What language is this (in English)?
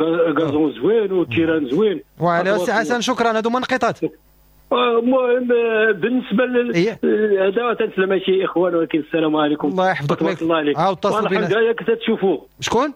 Moroccan Arabic